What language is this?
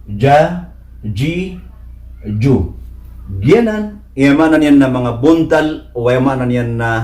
Maranao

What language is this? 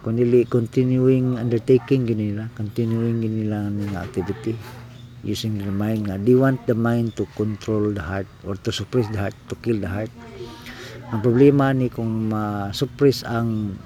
Cebuano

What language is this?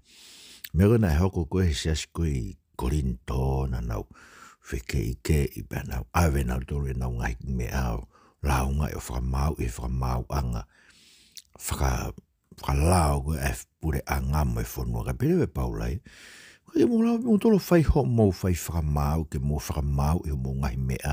Tongan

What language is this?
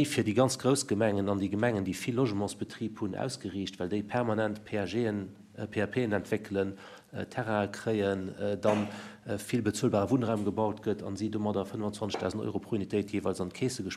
Luxembourgish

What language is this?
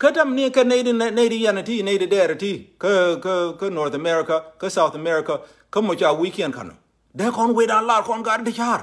Nuer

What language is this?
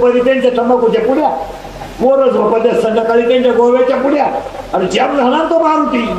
Marathi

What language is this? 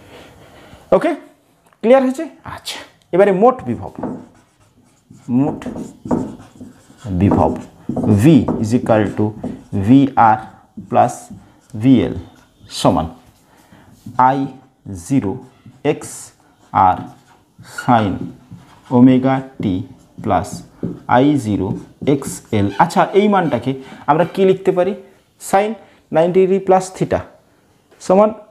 Bangla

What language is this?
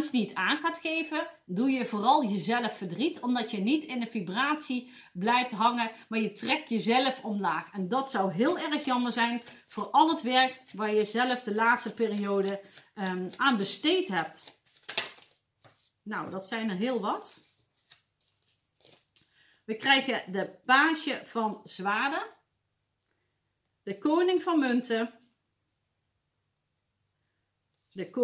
Dutch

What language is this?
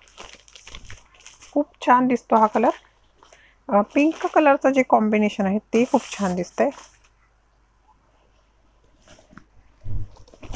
Marathi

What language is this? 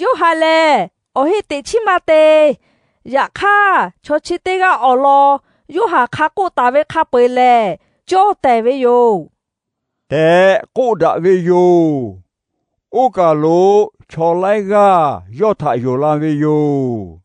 Lahu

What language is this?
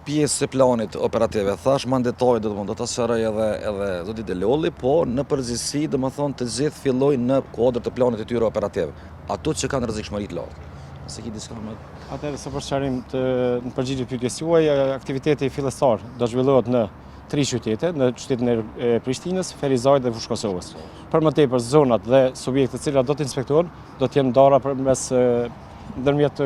Albanian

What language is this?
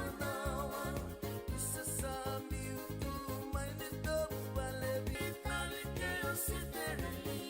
Fijian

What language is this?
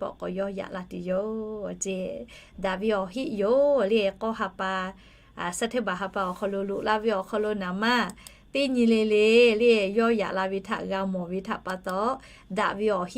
Lahu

